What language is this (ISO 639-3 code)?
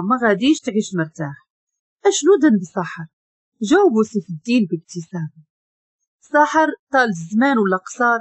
ary